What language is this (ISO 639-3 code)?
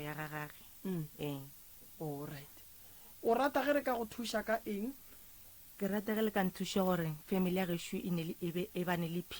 nso